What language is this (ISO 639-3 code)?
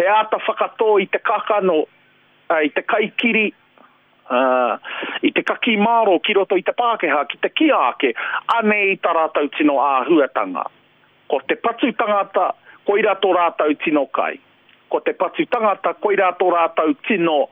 mri